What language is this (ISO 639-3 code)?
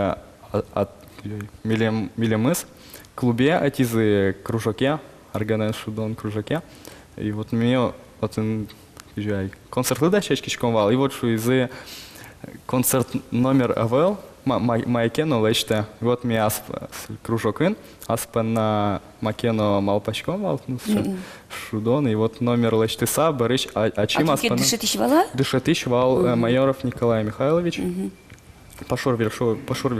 udm